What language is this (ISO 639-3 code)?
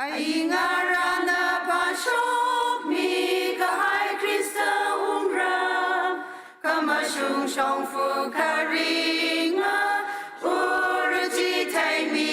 nmf